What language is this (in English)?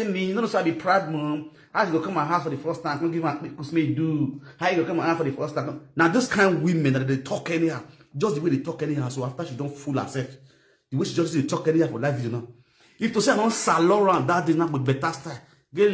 Nigerian Pidgin